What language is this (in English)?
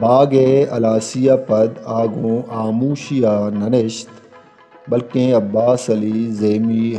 Eastern Balochi